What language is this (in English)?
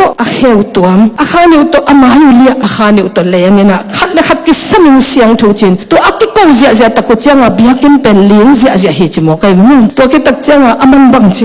Tedim Chin